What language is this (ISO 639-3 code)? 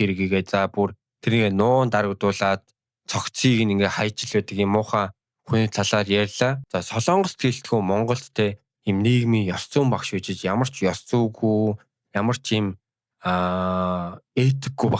mon